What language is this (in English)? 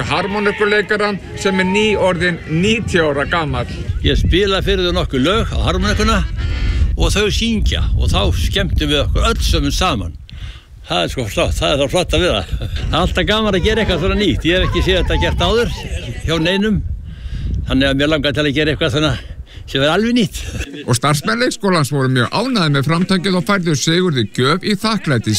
Icelandic